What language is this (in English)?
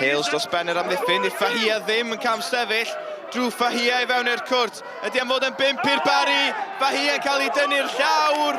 Welsh